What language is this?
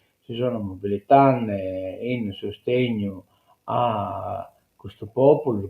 Sardinian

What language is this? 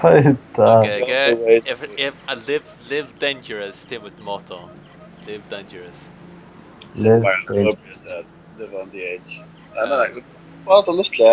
Faroese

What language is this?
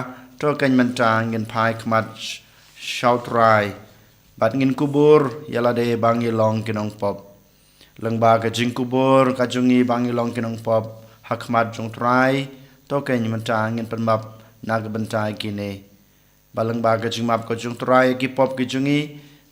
Khasi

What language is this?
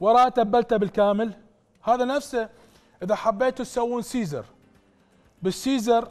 Mesopotamian Arabic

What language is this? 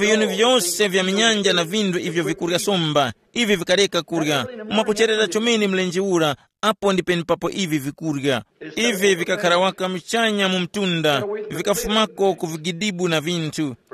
Tumbuka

